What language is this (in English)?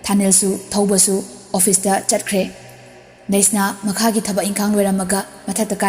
Manipuri